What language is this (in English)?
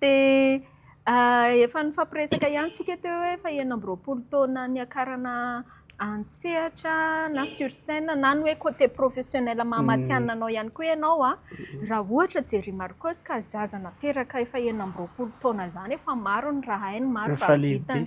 Malagasy